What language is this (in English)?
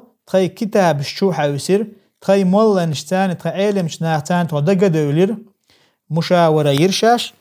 Chechen